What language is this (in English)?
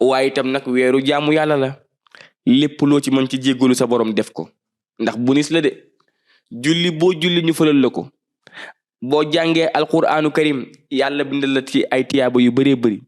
Wolof